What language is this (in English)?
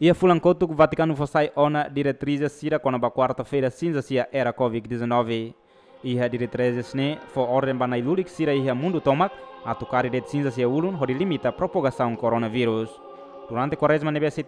Tetum